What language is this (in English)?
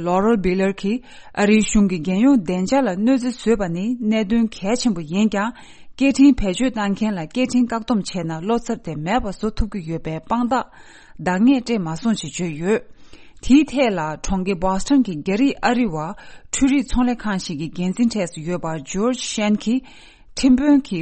Tibetan